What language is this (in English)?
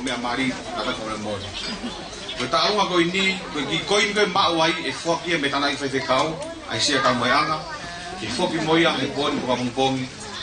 Tongan